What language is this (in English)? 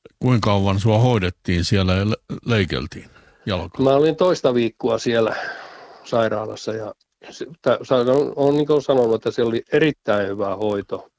Finnish